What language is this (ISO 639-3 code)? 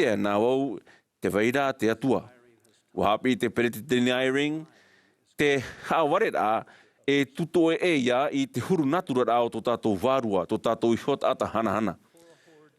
tah